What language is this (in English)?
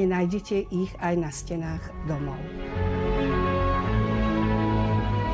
Slovak